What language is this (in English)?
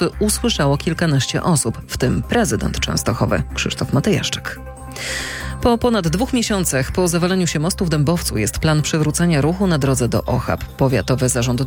Polish